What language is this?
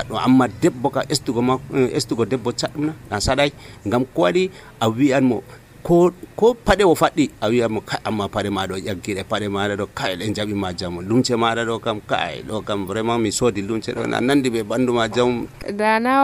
Nigerian Fulfulde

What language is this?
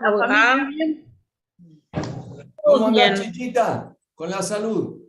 Guarani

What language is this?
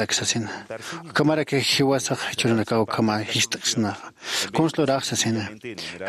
Aymara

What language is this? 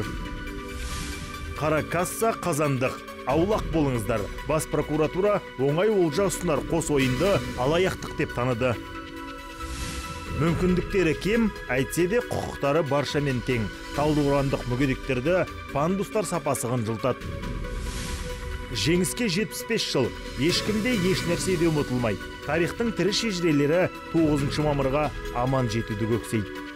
Kazakh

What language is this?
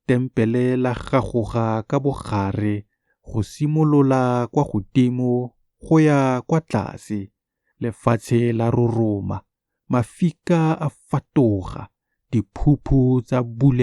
Tswana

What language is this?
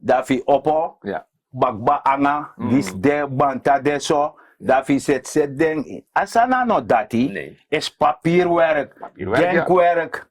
Sranan Tongo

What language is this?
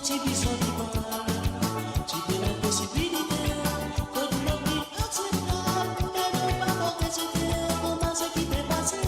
Morisyen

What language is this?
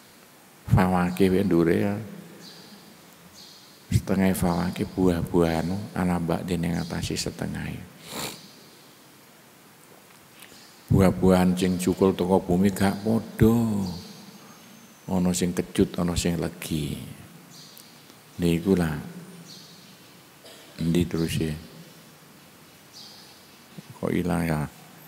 Javanese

